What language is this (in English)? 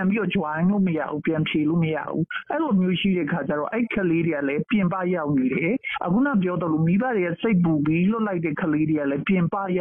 Burmese